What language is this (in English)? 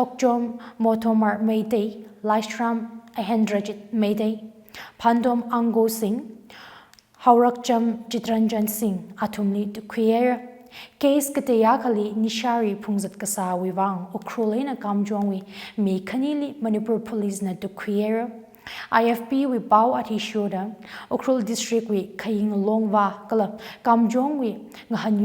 Tangkhul Naga (India)